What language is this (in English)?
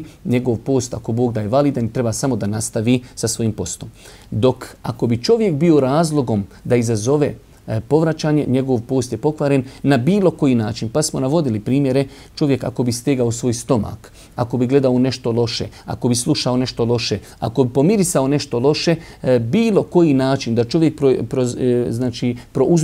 Bosnian